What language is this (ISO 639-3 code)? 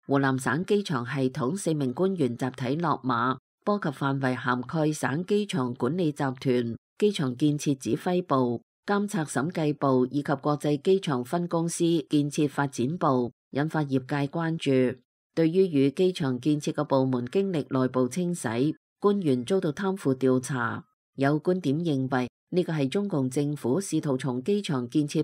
yue